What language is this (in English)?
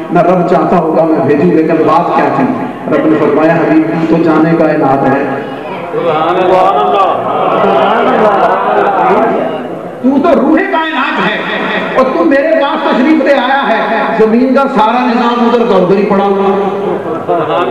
Urdu